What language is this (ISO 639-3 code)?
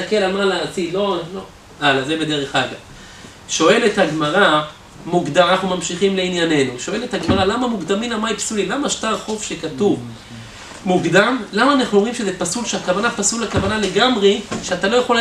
heb